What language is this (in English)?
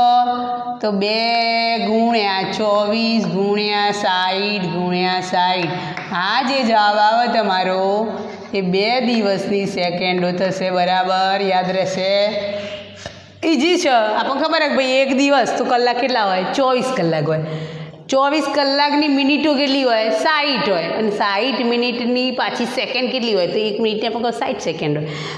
Gujarati